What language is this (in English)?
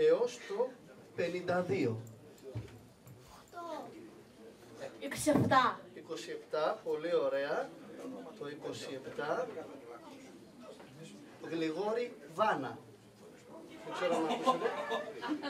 Greek